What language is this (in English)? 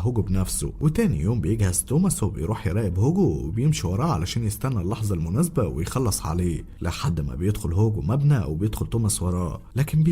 Egyptian Arabic